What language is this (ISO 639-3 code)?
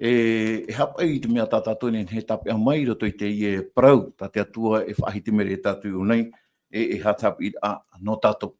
tah